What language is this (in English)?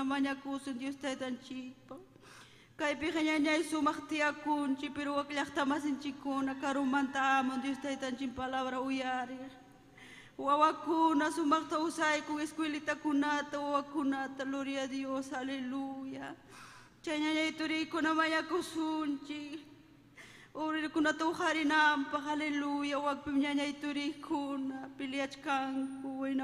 Ayacucho Quechua